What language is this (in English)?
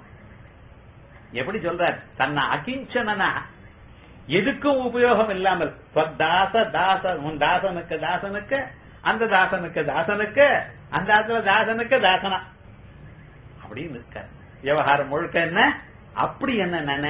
Tamil